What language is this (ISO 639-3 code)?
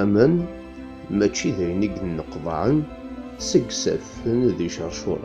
kab